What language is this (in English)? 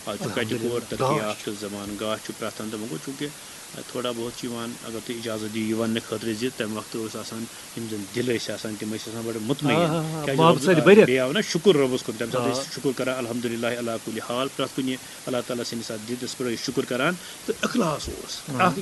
Kashmiri